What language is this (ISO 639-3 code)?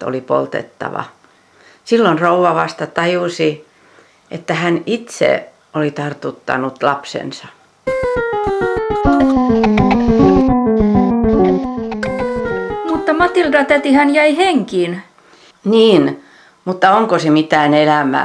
fin